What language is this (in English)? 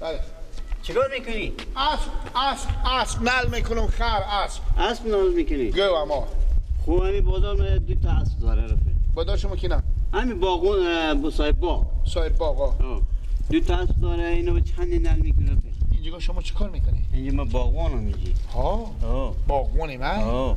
Persian